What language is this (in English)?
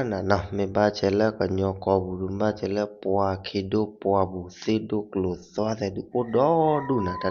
S'gaw Karen